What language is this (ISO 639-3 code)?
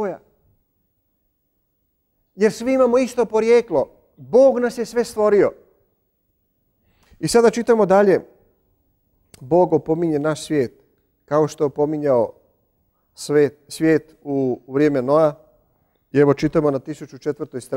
hrv